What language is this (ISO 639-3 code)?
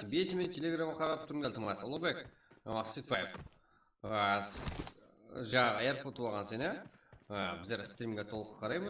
kaa